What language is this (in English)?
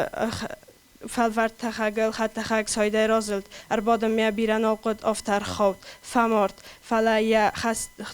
Ossetic